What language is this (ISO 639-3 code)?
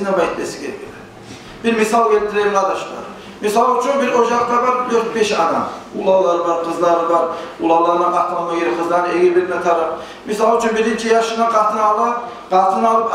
kum